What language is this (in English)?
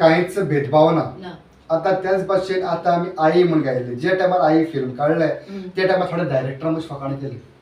Konkani